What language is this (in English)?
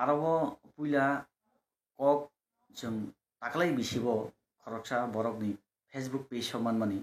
Kok Borok